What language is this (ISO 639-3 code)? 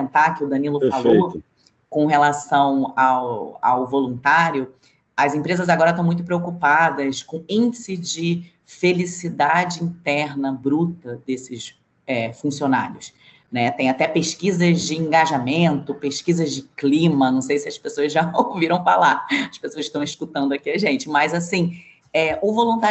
por